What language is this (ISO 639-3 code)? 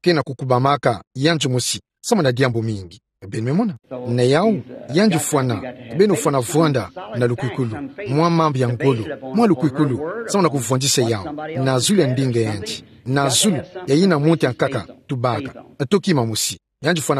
ktu